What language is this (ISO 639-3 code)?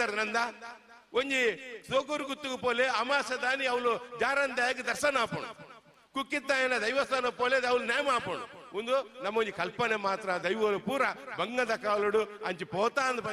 tcy